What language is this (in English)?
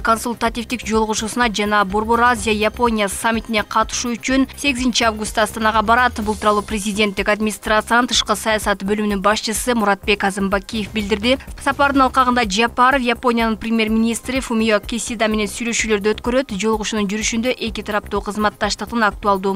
Kyrgyz